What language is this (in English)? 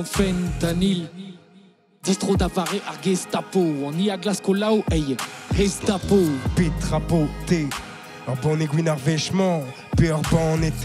Breton